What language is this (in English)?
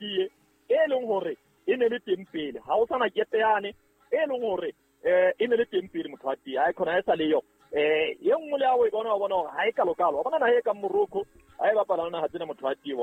Southern Sotho